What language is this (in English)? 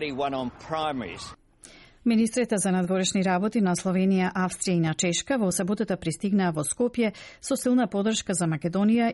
Macedonian